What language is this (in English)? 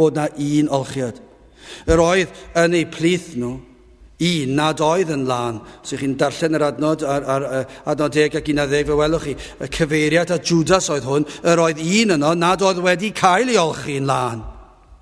Welsh